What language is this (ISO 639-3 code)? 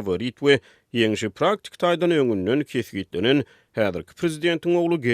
tuk